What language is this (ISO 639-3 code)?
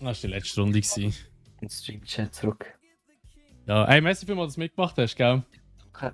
gsw